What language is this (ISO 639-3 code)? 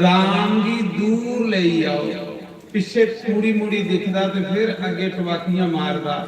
doi